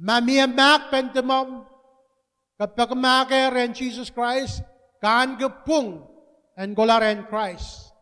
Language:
Pohnpeian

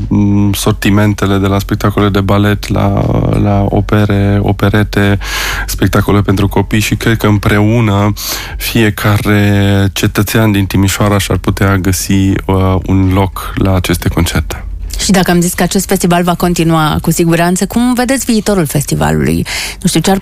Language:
Romanian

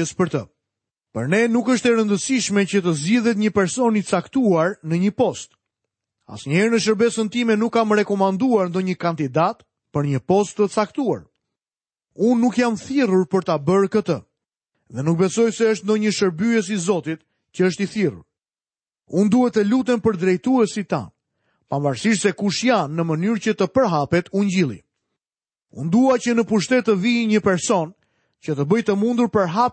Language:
Albanian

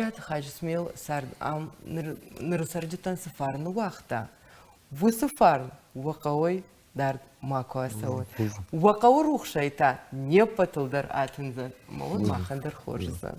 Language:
Ossetic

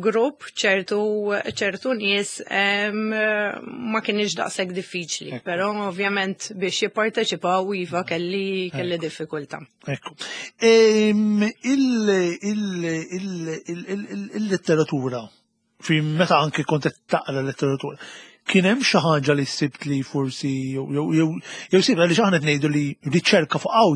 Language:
Maltese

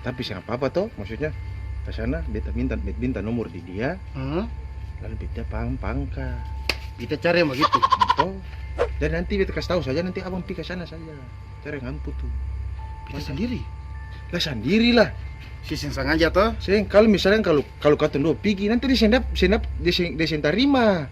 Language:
Ambonese Malay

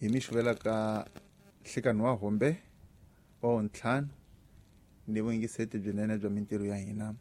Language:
Tsonga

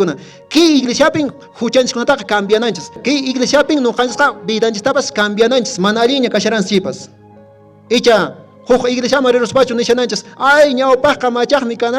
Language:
Quechua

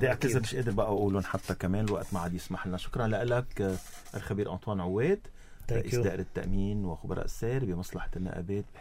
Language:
North Levantine Arabic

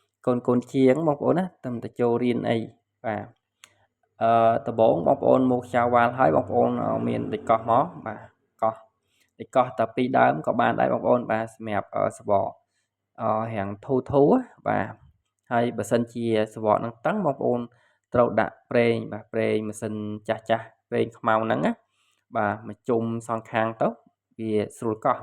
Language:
Khmer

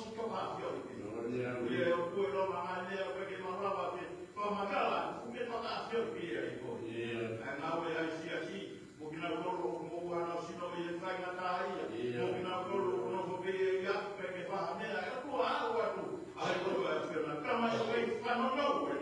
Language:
Tongan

